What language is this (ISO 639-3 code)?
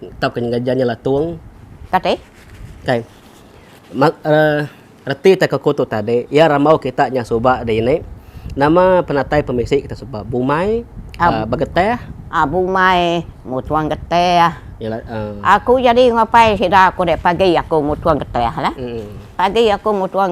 iba